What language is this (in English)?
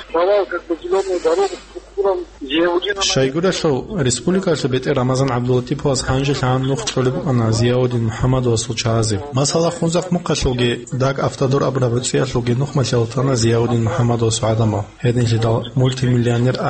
Avaric